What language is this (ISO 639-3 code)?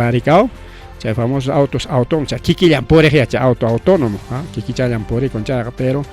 quy